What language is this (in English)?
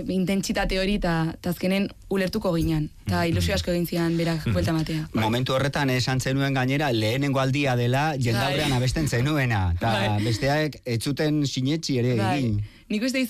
Basque